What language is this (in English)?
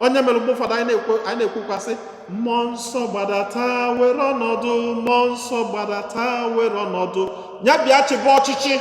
Igbo